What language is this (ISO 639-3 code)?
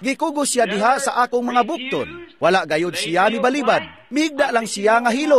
ceb